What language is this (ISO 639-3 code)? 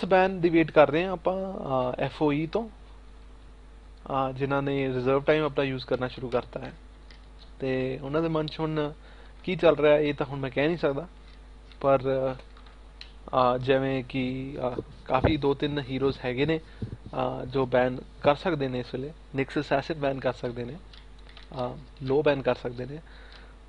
pan